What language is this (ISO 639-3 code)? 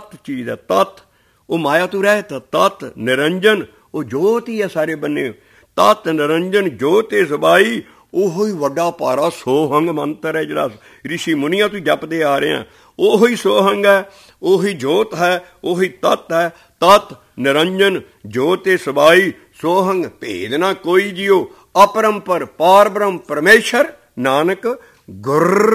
pan